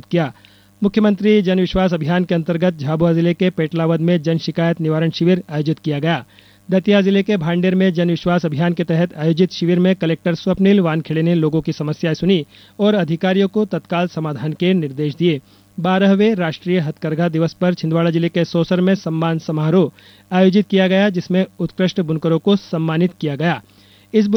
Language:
Hindi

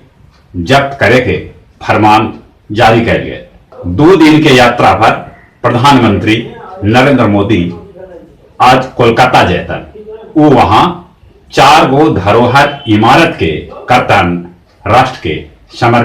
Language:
Magahi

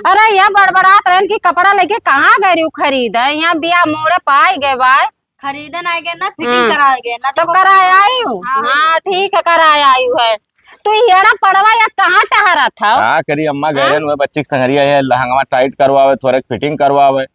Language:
Awadhi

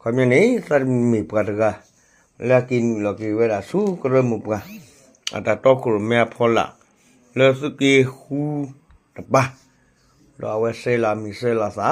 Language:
S'gaw Karen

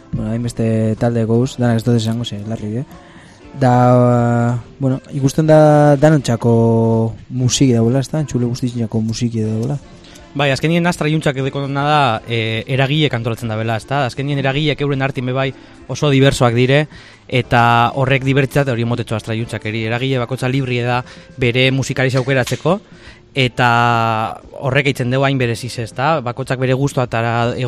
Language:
Basque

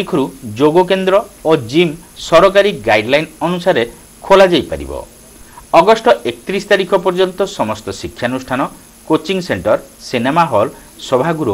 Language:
Odia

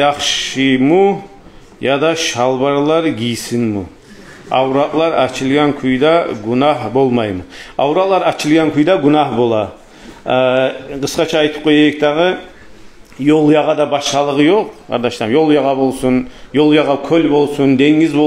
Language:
Kumyk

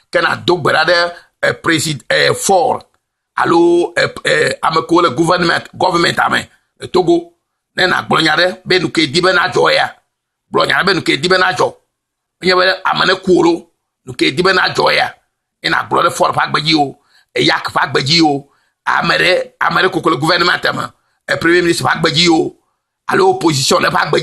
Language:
Ewe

